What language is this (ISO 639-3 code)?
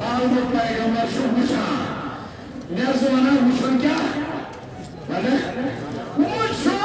kas